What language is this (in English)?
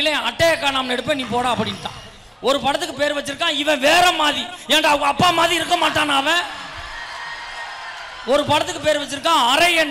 Tamil